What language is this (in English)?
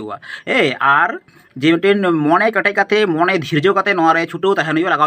Santali